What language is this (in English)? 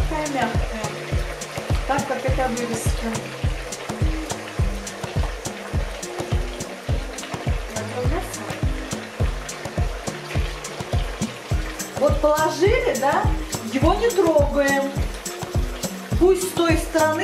Russian